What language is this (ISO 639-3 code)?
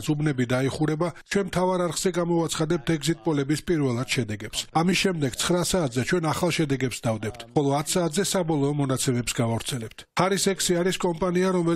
kat